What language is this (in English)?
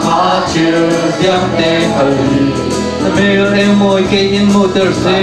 Falam Chin